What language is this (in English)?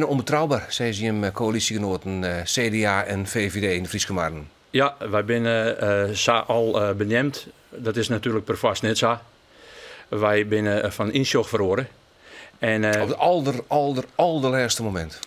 Western Frisian